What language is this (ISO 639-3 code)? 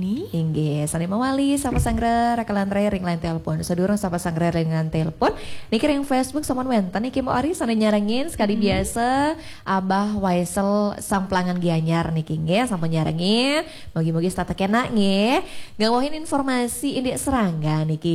ban